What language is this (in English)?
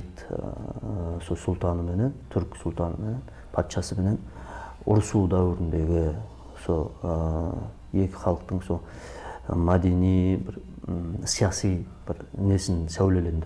Kara-Kalpak